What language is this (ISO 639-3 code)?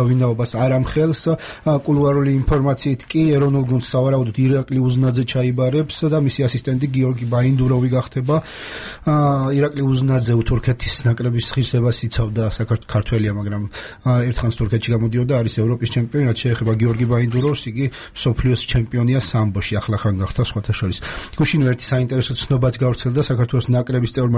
kat